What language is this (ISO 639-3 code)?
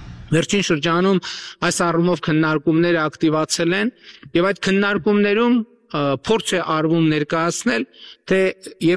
hye